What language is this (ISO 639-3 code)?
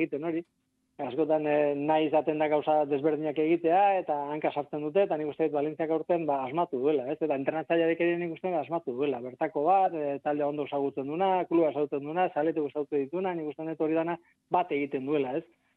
eus